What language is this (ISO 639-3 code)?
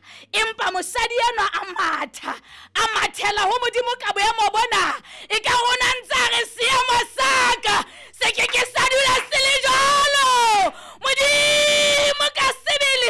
sot